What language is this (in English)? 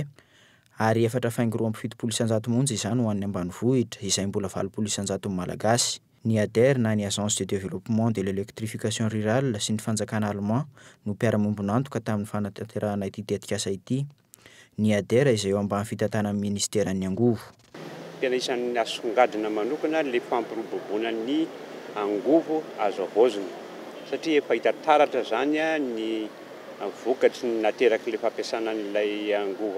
Malagasy